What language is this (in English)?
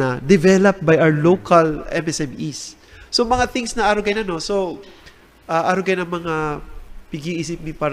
Bikol